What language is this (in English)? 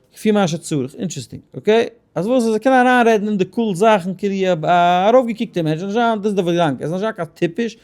Yiddish